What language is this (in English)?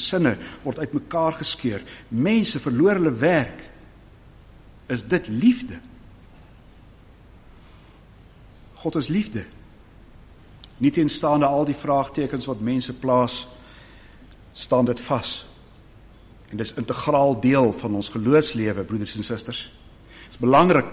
Afrikaans